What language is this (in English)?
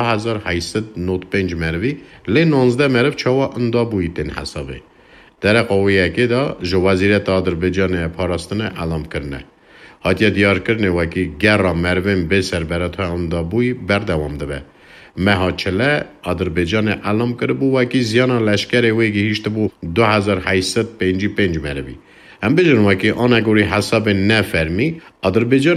Kurdish